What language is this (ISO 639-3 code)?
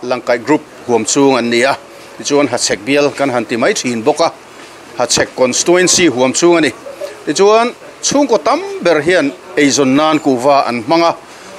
lus